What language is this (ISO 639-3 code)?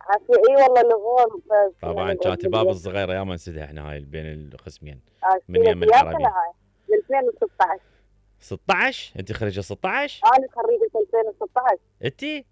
acm